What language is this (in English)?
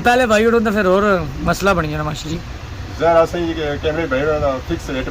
Pahari-Potwari